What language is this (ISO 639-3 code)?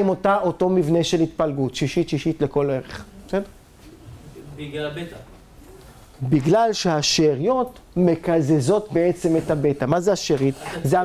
heb